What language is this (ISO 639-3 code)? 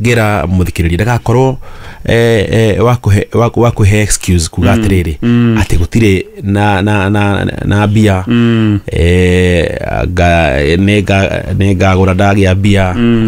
kik